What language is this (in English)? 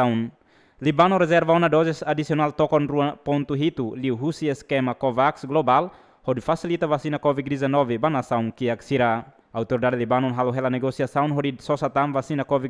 Tetum